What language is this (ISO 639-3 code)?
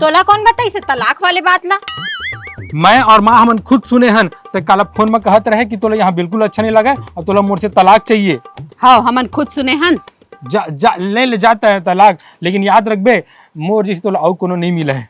hne